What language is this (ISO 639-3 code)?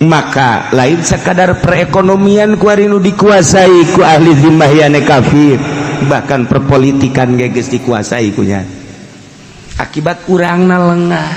sun